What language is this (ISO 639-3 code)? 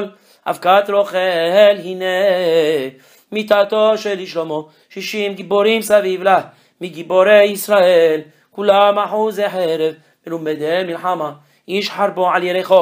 heb